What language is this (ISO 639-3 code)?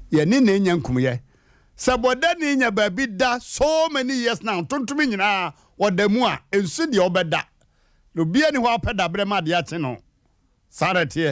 aka